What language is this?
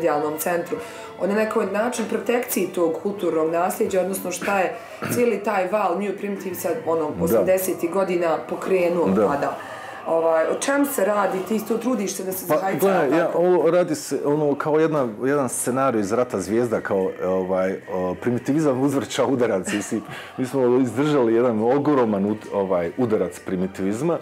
Bosnian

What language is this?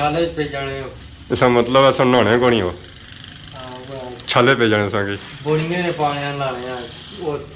Pahari-Potwari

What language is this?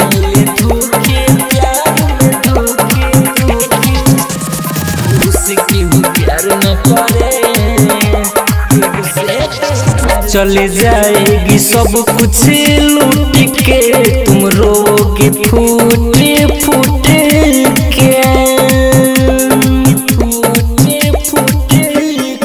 Bhojpuri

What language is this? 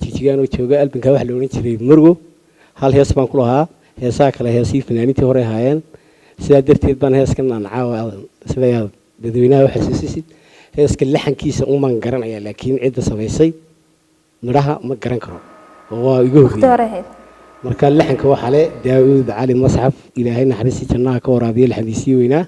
Somali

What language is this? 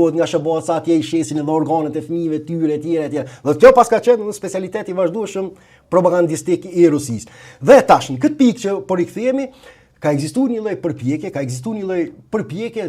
Albanian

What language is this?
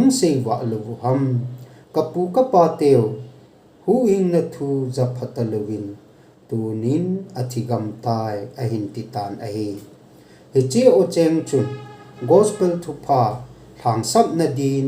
Thado Chin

